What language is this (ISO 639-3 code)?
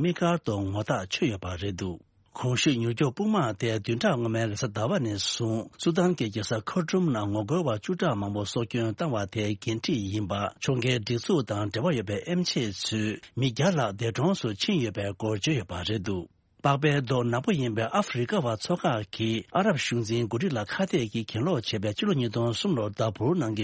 bod